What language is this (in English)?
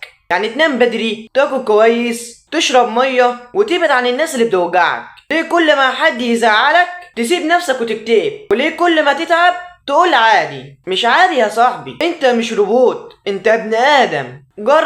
Egyptian Arabic